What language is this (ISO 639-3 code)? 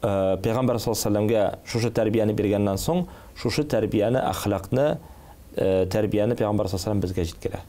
tat